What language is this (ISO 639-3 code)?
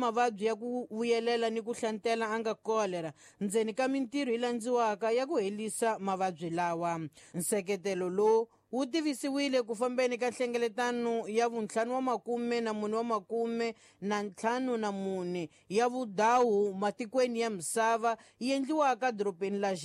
tso